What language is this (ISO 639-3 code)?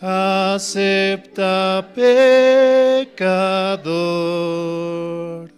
quh